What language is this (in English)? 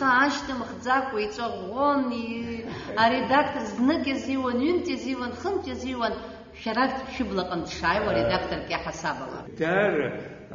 Abkhazian